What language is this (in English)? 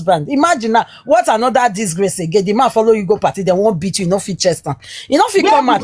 Nigerian Pidgin